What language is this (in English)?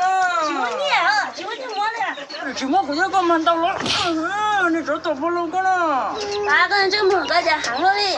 Hmong